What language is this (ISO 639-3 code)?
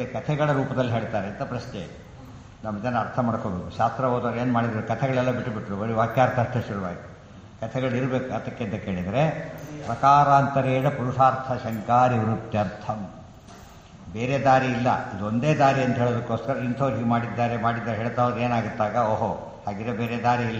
kan